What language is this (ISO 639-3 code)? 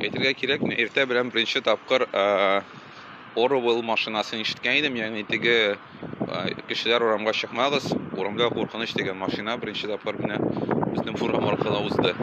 tat